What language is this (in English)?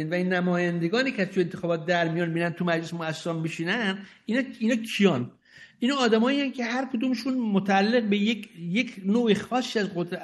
Persian